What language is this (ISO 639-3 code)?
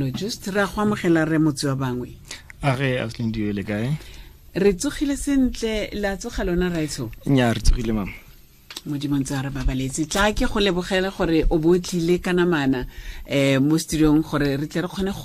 tsn